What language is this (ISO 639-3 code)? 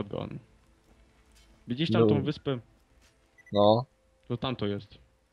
pol